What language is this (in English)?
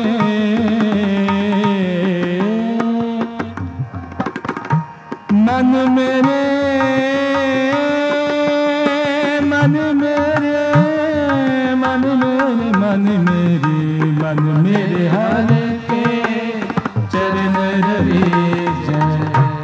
Hindi